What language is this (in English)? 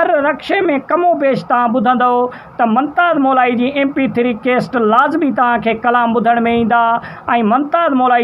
Sindhi